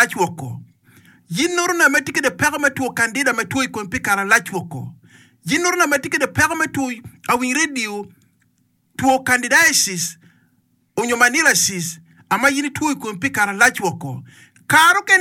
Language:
Acoli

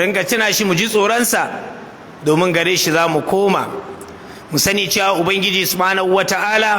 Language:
Hausa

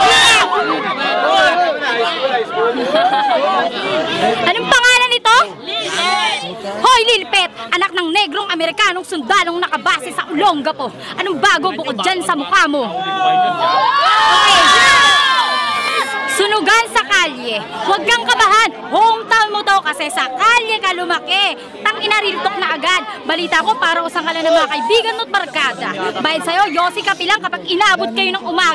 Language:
Filipino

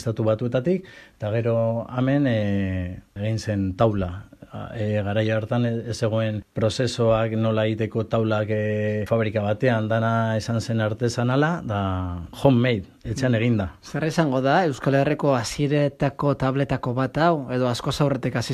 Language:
Basque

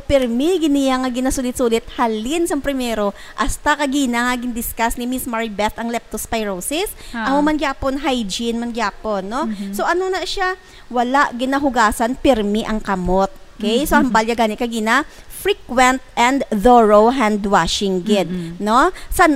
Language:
Hiligaynon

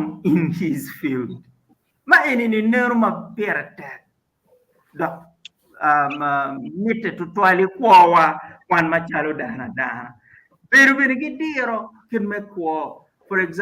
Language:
Acoli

